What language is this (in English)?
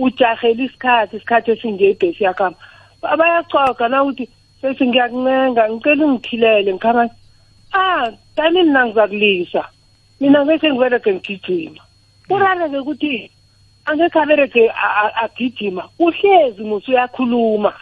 South Ndebele